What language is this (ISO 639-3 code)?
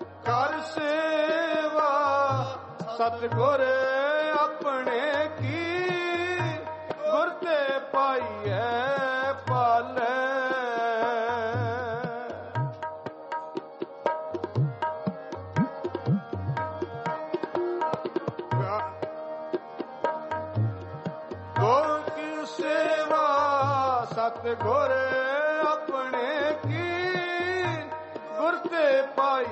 pan